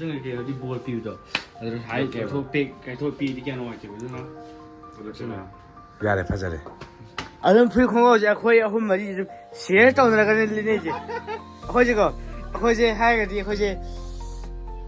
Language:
Manipuri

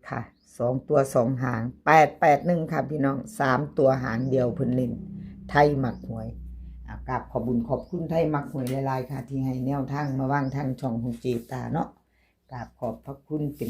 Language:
Northeastern Thai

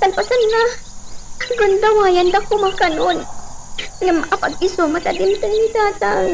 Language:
Iloko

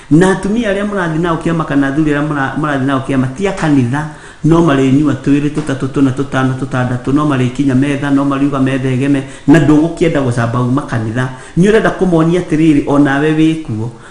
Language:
Kikuyu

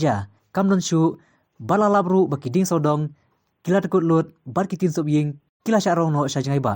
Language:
Khasi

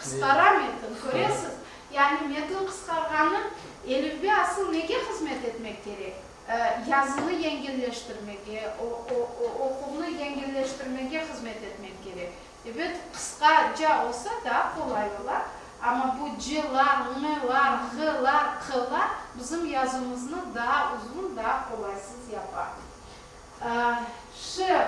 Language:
Crimean Tatar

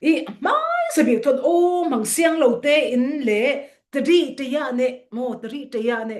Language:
Falam Chin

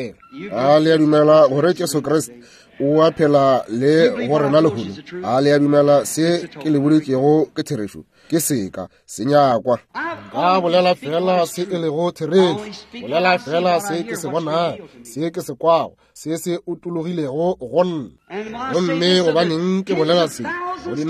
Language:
Northern Sotho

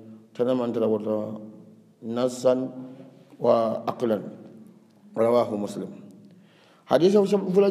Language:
Hausa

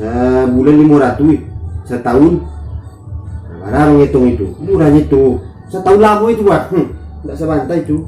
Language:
Minangkabau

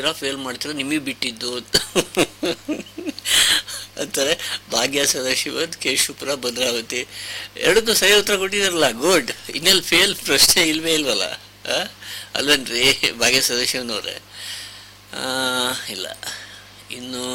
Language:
Kannada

